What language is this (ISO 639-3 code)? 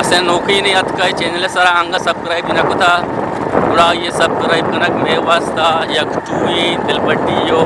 bgp